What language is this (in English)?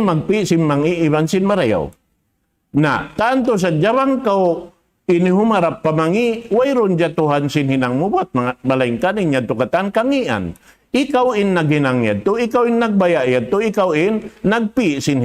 Tausug